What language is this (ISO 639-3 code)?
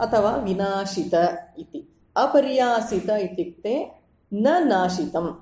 san